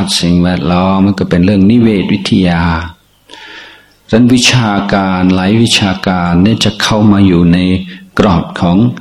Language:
Thai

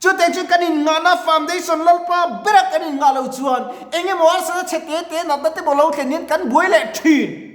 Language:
Mizo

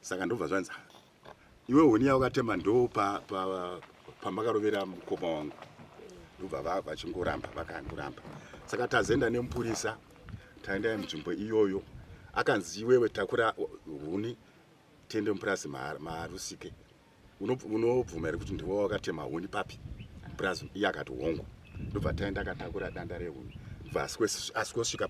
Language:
Shona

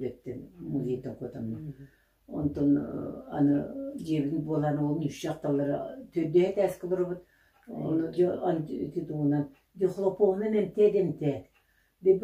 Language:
Yakut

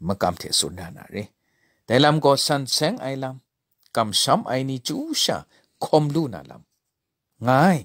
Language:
Kachin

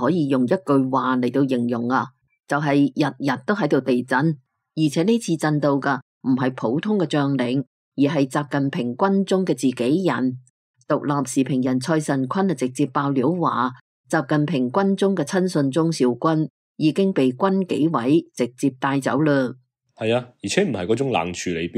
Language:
Cantonese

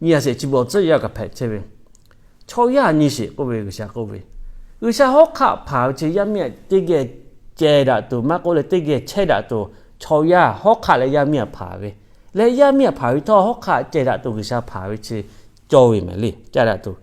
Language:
Lahu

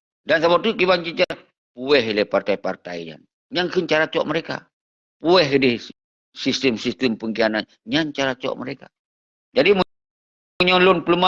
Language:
Achinese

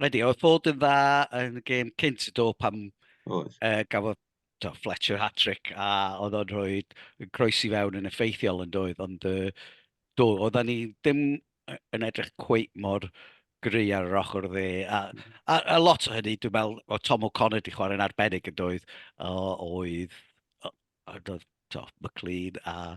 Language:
Welsh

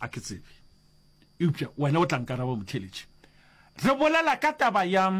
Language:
Northern Sotho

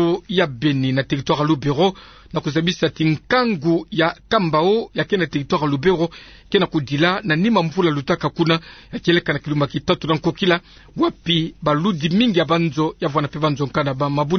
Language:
Kituba (Democratic Republic of Congo)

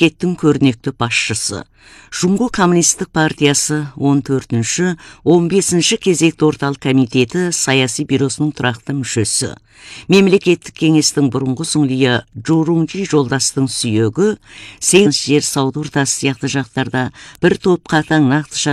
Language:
Kazakh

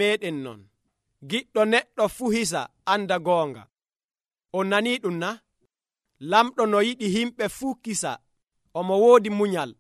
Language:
Nigerian Fulfulde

